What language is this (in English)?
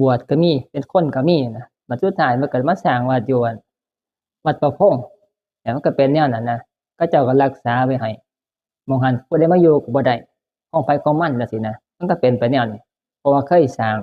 Northeastern Thai